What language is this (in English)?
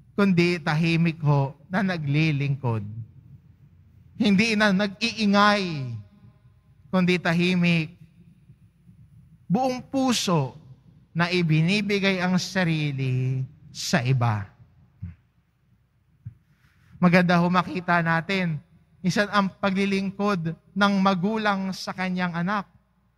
Filipino